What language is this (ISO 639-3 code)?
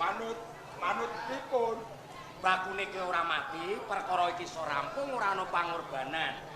jav